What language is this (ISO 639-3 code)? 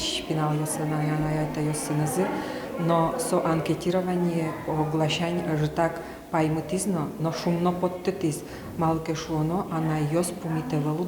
udm